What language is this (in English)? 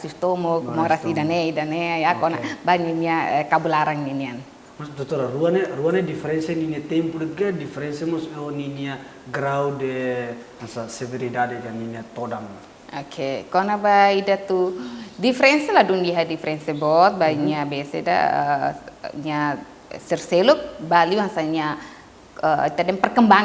Tetum